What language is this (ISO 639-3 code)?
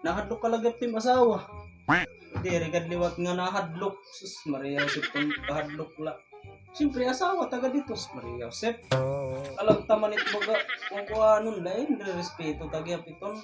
war